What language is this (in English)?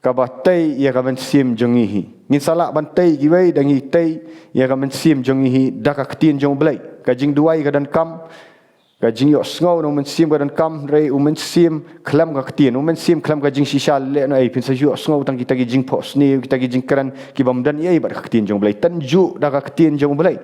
Khasi